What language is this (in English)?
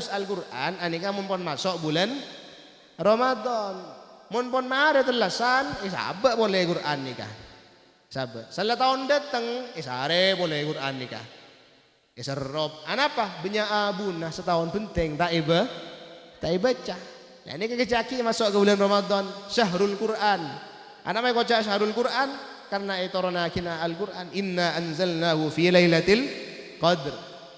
Madurese